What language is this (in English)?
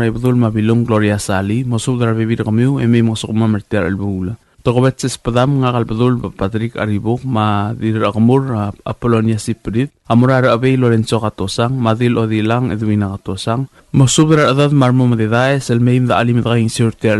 Palauan